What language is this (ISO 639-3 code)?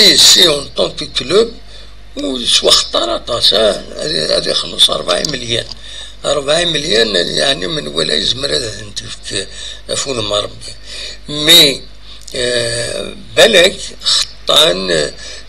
kab